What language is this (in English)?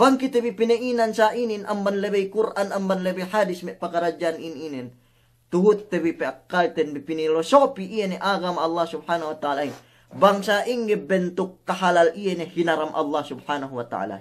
Yakan